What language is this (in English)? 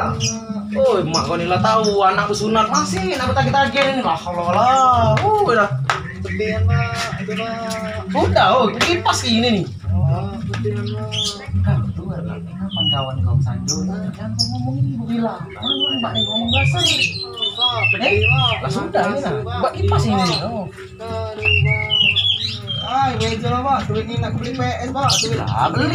Musi